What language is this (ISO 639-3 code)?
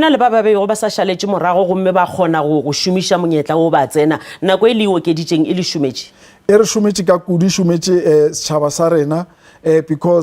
nso